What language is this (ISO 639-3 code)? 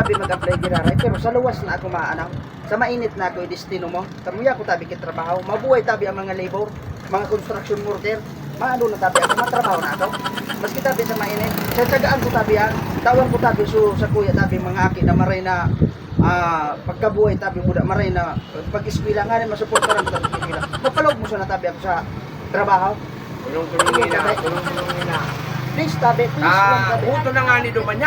bik